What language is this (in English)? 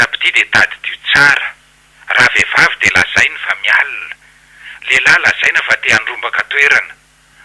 Malagasy